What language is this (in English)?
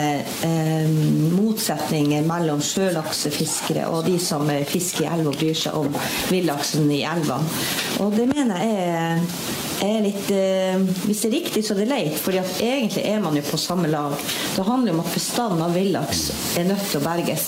Norwegian